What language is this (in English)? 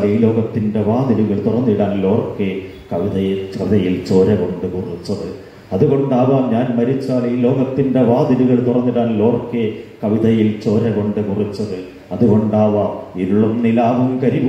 Malayalam